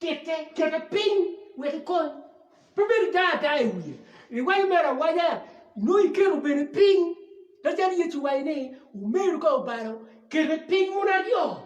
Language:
Acoli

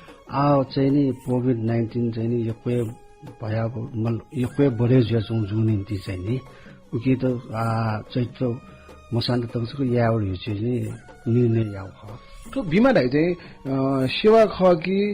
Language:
Newari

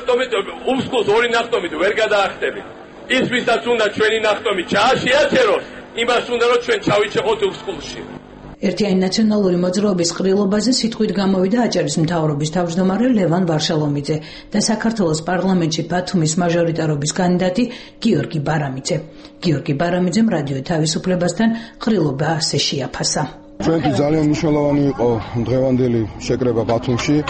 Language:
Georgian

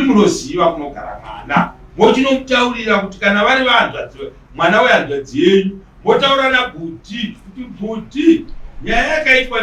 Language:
Shona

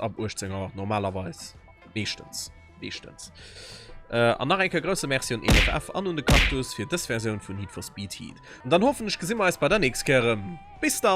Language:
Luxembourgish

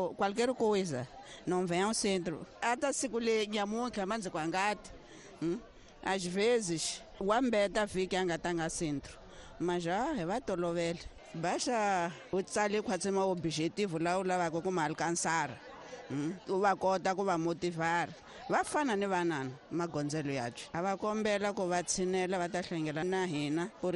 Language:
Tsonga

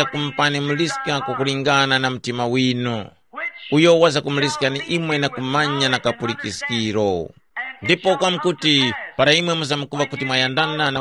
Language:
Tumbuka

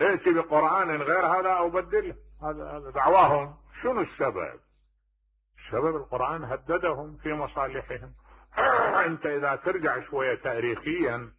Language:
Mesopotamian Arabic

